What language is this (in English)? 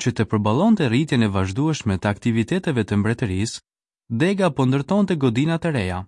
Albanian